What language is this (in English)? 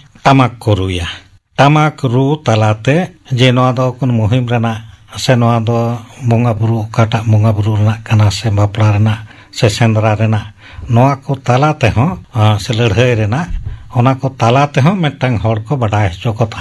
Santali